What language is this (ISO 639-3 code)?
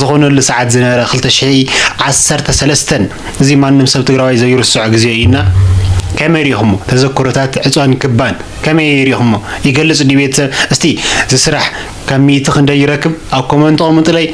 tir